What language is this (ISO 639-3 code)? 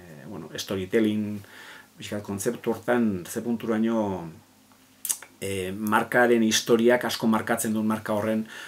eus